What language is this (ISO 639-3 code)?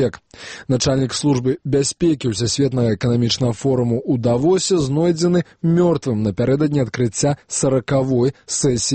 bel